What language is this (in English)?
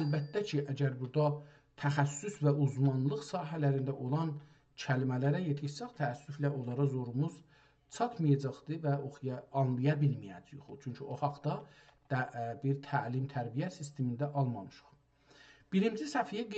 South Azerbaijani